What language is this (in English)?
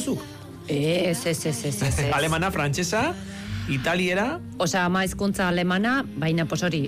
Basque